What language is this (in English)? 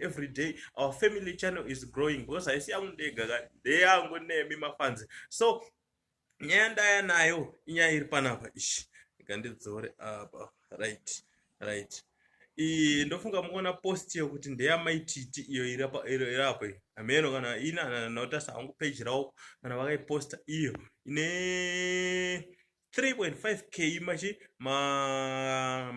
Shona